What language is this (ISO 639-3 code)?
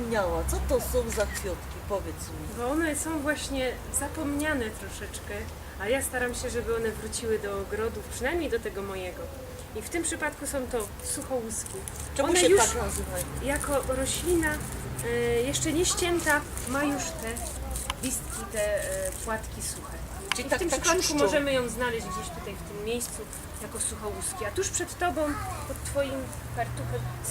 szl